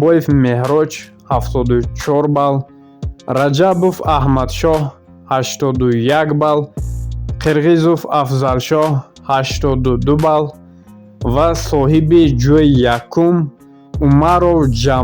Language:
Tajik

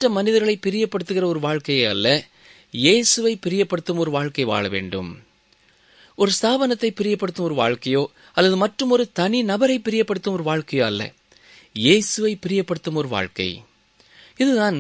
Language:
Tamil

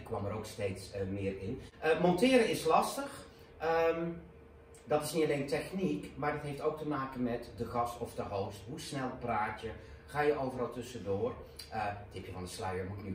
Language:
Dutch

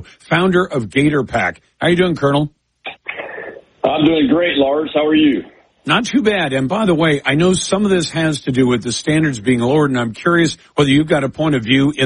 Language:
English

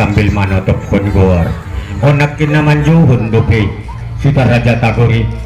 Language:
Batak Angkola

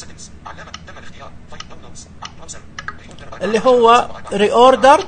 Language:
Najdi Arabic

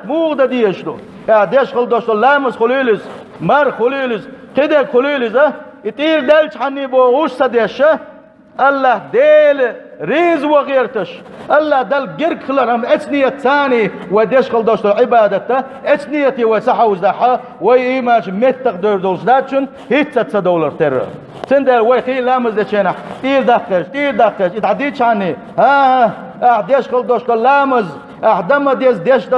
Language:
Chechen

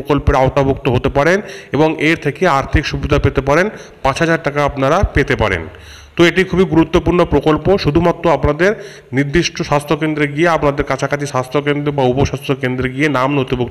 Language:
Bangla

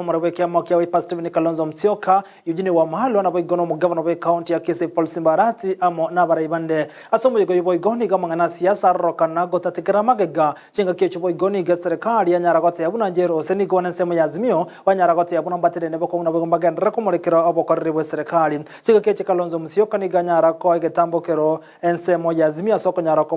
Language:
Gusii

